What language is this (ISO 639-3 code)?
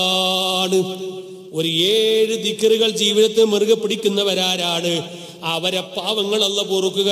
mal